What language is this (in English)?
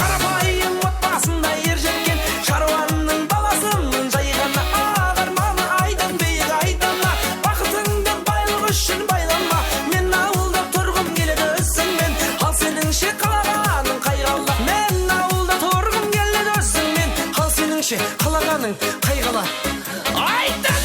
Kara-Kalpak